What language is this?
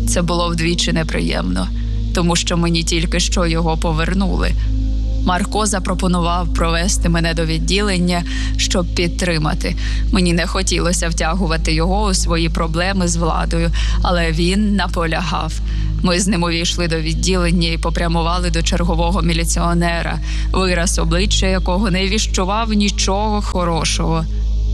Ukrainian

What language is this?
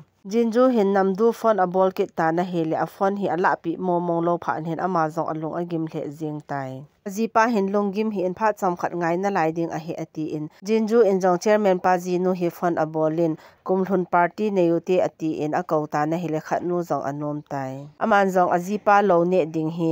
Thado Chin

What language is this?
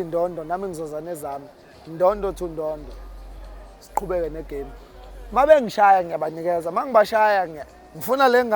Zulu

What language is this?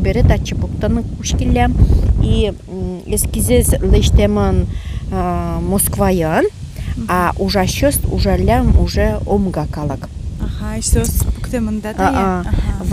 Udmurt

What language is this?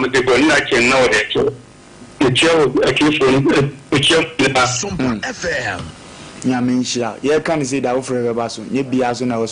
Akan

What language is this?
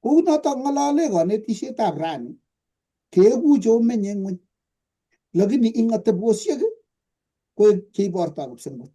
Kalenjin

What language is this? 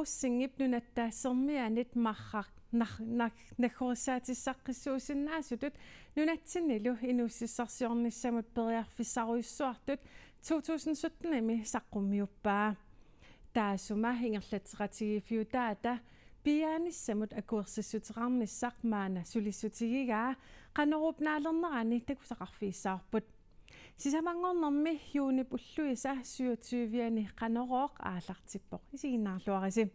Kalaallisut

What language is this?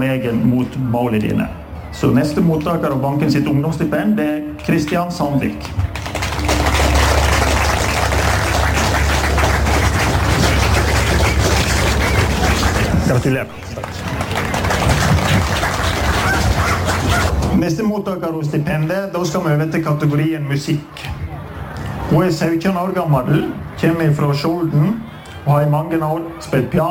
Norwegian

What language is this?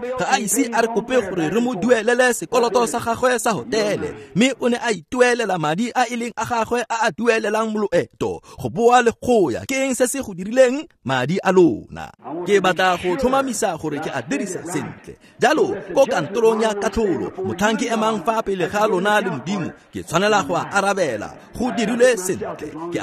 Tswana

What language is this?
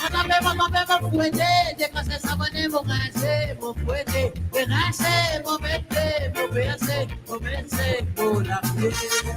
Morisyen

